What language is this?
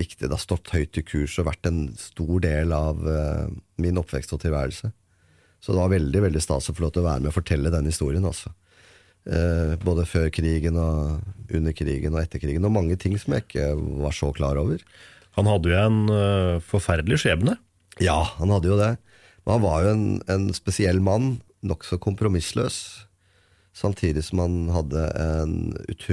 Norwegian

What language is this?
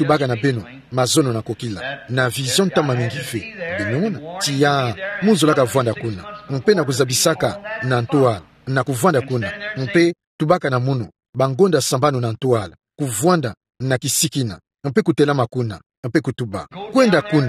Kituba (Democratic Republic of Congo)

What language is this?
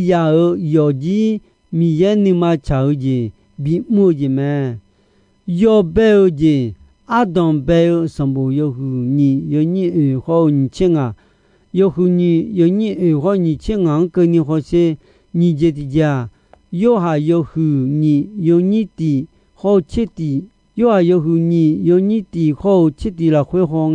Akha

